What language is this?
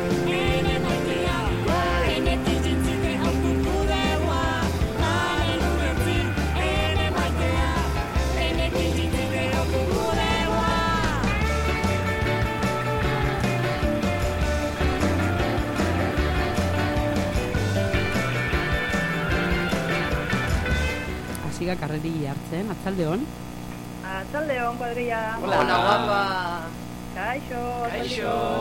Basque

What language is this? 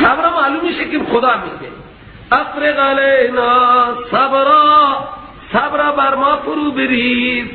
Persian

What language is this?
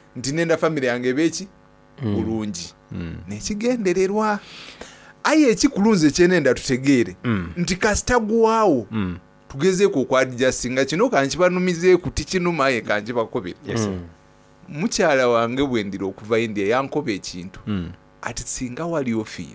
Soga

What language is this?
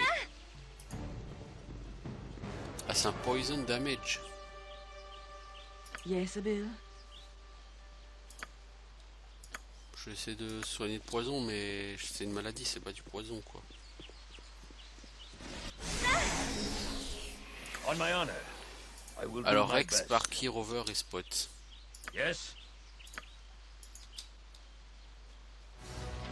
French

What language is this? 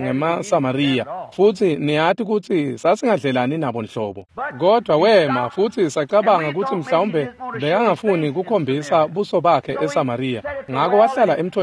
Swati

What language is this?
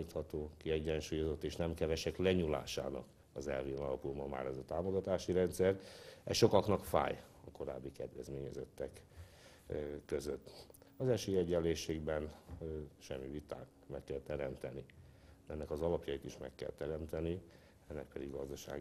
Hungarian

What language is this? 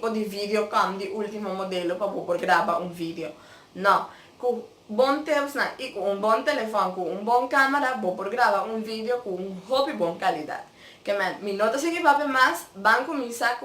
Papiamento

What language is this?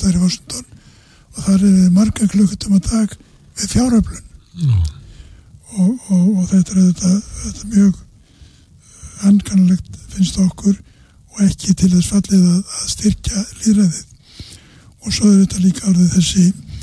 Icelandic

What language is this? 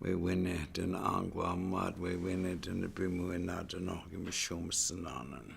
Chippewa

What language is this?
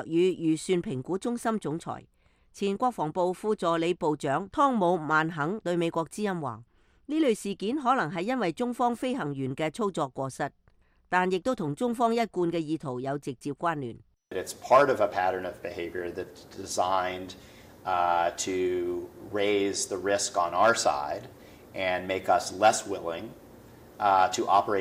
Cantonese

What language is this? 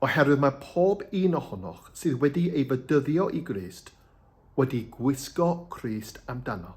Welsh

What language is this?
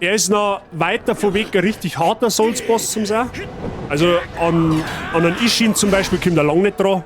Bavarian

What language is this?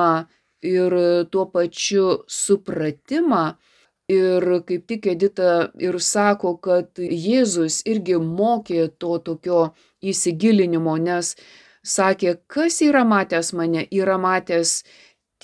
Lithuanian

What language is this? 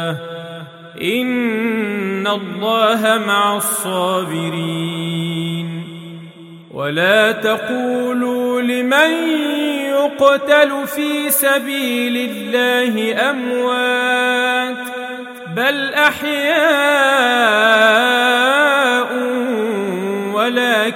Arabic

